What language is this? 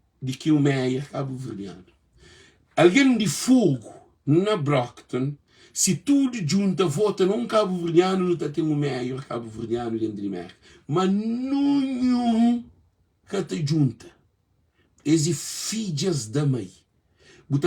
Kabuverdianu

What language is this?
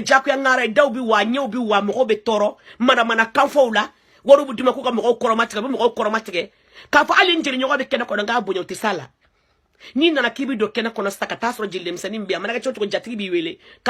Bambara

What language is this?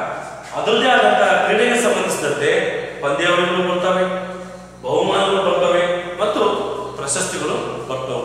Kannada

